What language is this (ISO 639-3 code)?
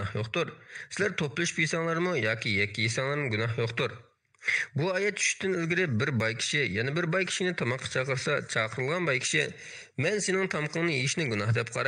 uig